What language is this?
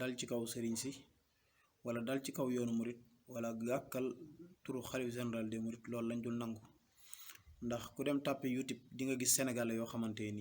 Wolof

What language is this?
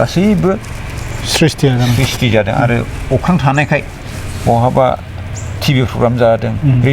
Bodo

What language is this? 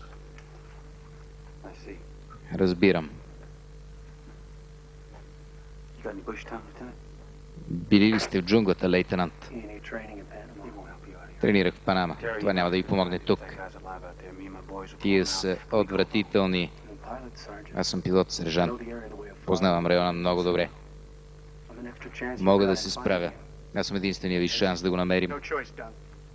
Bulgarian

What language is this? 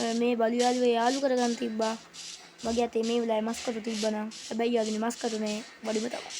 Sinhala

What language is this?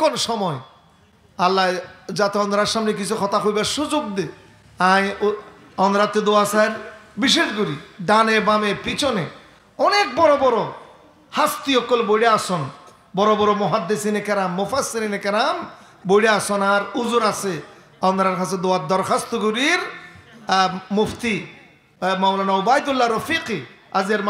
Rohingya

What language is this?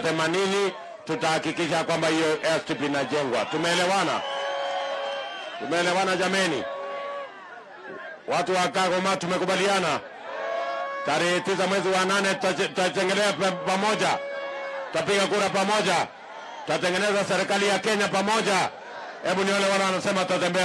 Swahili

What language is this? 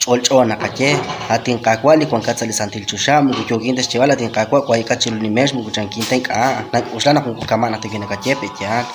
Kekchí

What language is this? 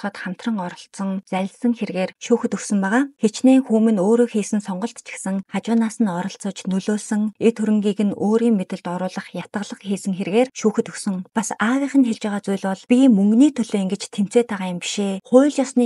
Mongolian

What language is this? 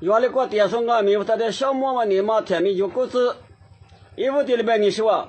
Lisu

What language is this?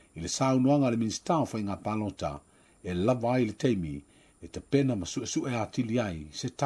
Samoan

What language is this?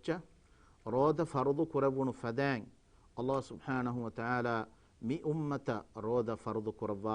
Divehi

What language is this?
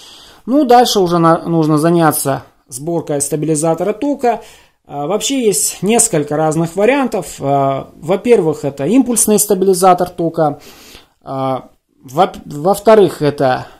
Russian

